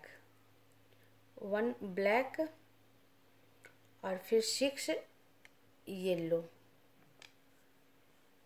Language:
Hindi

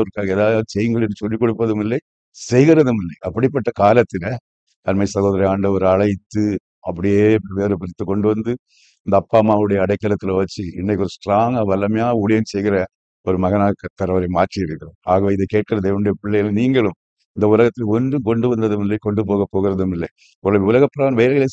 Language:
Tamil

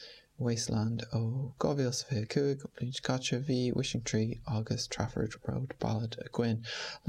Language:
Irish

